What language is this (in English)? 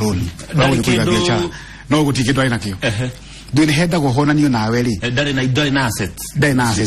Kikuyu